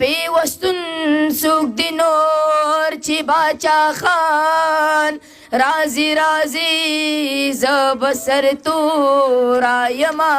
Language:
Pashto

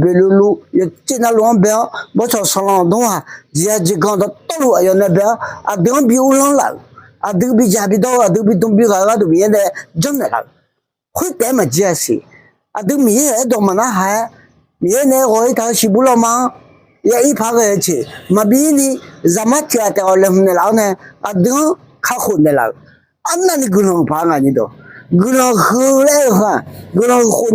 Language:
Akha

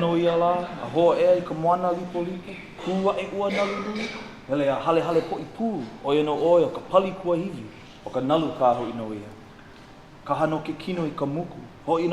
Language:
Hawaiian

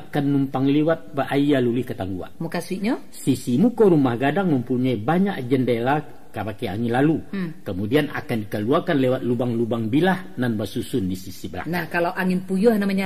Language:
Minangkabau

